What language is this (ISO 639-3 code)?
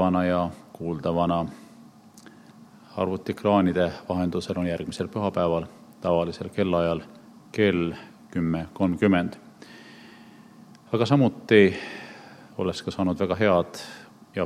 est